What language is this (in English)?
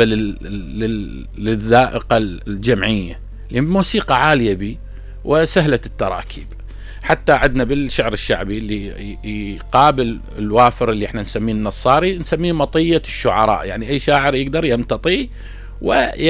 Mesopotamian Arabic